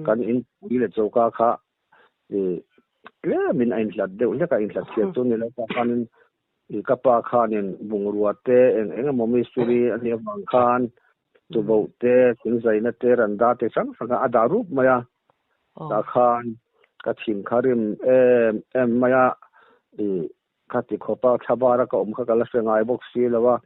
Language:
Mizo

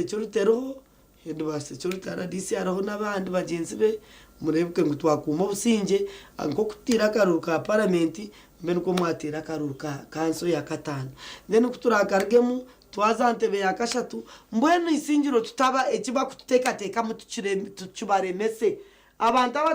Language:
Nyankole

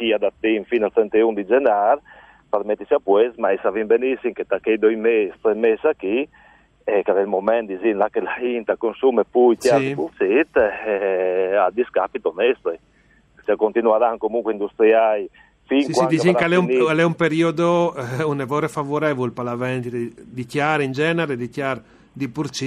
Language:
Friulian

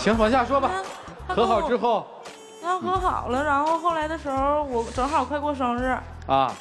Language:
Chinese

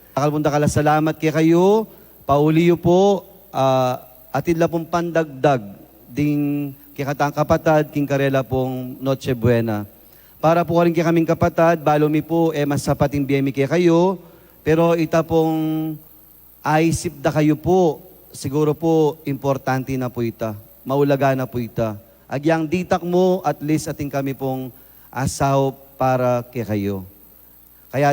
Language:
Pampanga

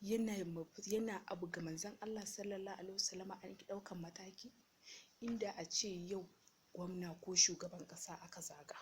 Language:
Hausa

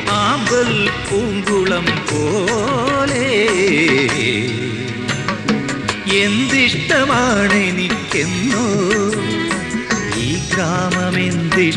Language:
Malayalam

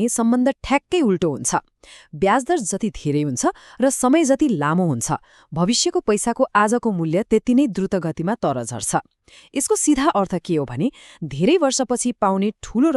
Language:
Nepali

